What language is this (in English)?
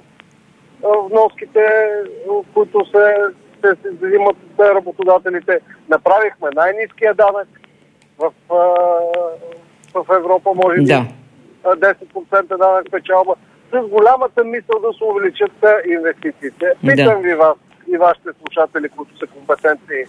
Bulgarian